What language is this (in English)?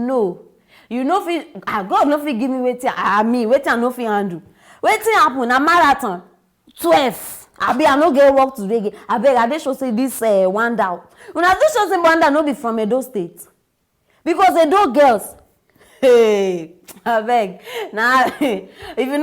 Nigerian Pidgin